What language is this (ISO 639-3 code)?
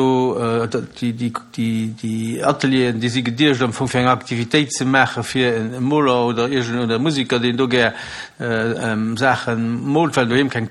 ltz